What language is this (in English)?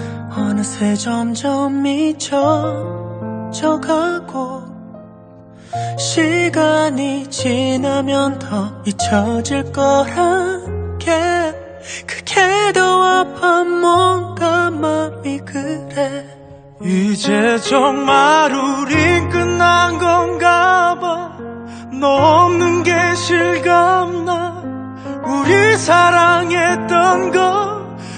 Korean